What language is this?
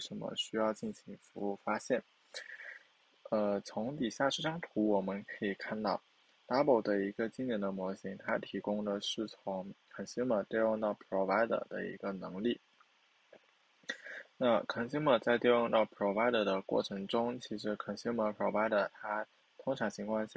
Chinese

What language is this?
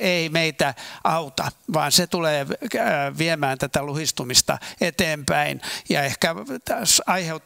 Finnish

